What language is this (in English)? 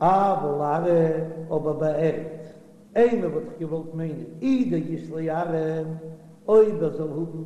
Yiddish